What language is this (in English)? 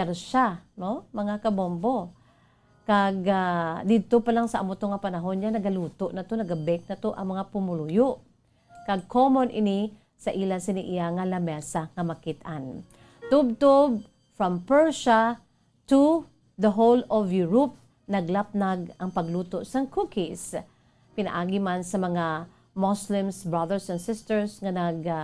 Hiligaynon